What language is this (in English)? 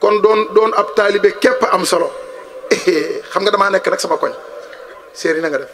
Wolof